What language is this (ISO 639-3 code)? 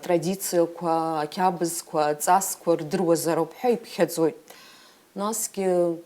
abk